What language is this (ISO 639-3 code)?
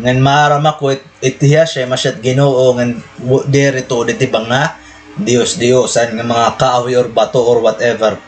war